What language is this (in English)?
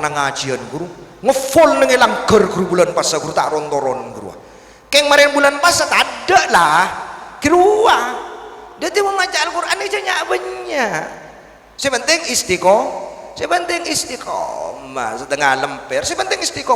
Madurese